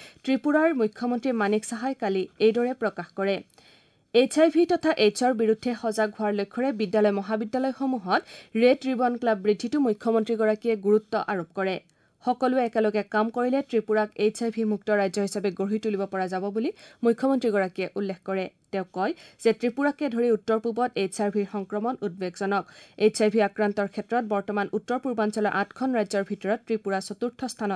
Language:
Assamese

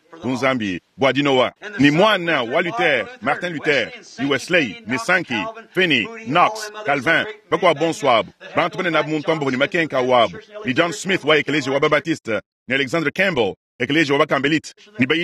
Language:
Luba-Lulua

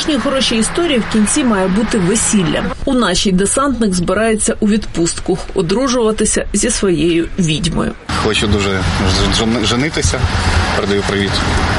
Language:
Ukrainian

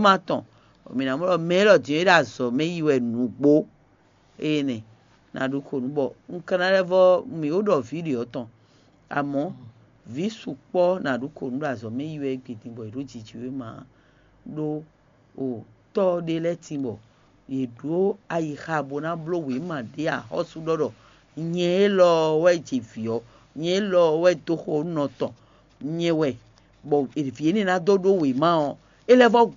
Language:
Fon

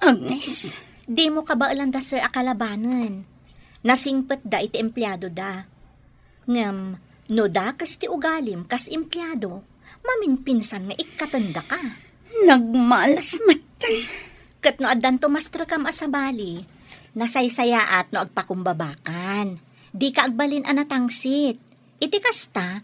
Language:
Iloko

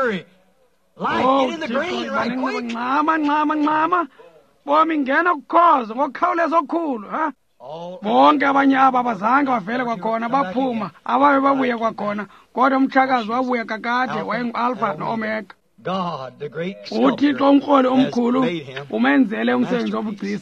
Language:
Xhosa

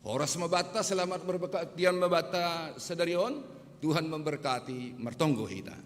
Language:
Batak Simalungun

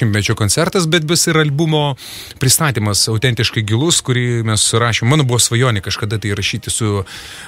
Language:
Lithuanian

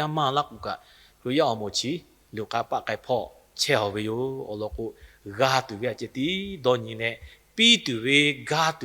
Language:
Lahu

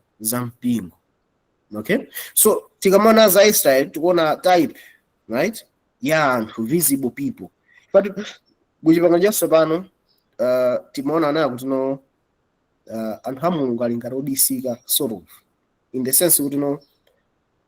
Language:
Nyanja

